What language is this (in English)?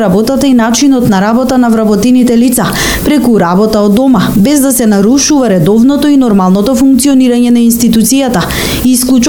Macedonian